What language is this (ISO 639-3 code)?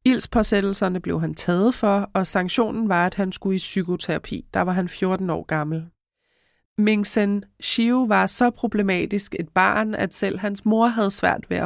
dan